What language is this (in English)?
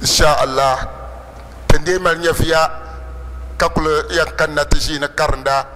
Dagbani